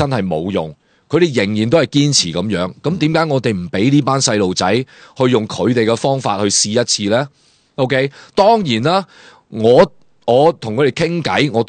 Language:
Cantonese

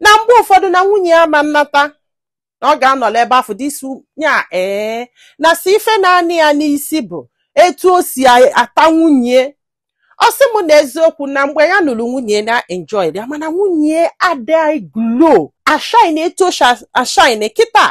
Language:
Igbo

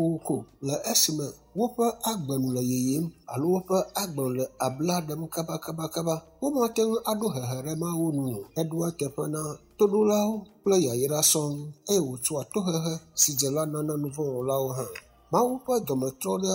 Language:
Ewe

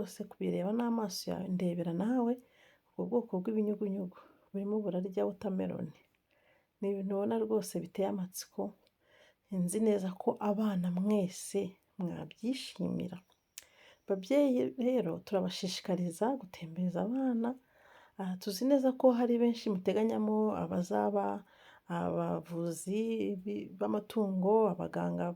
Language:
Kinyarwanda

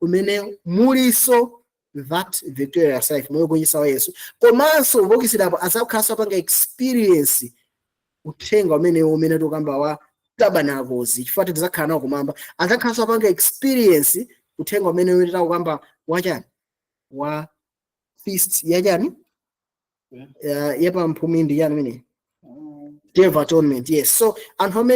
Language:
Nyanja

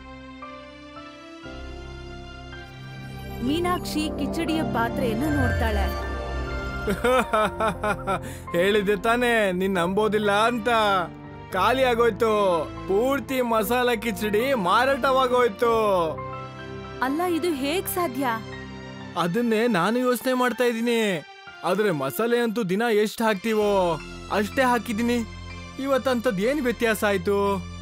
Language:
Kannada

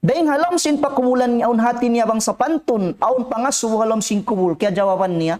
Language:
Tausug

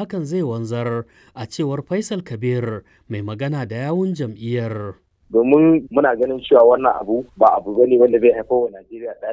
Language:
Hausa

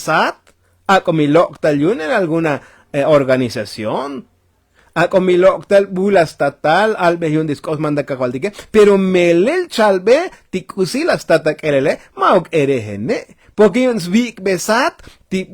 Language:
Tzotzil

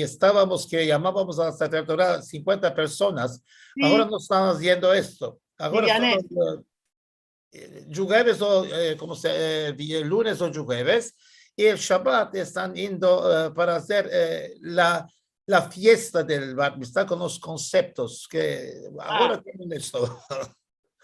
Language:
Ladino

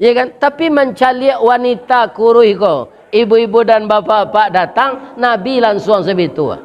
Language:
Minangkabau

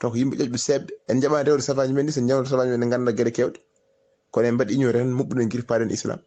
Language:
Fula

